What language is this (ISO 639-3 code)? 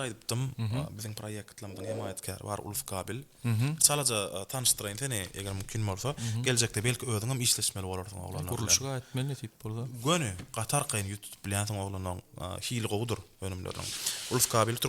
tuk